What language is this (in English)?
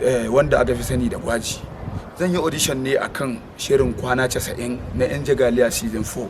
Hausa